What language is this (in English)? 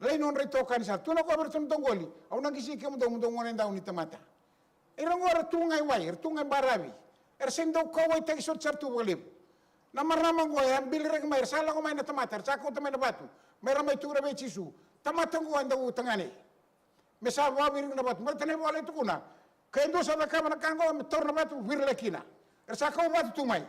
Fijian